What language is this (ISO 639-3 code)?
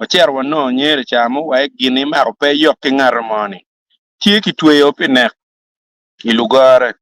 ach